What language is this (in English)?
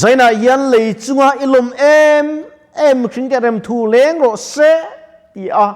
Mizo